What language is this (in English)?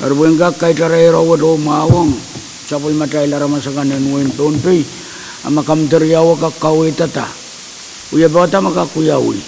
Pohnpeian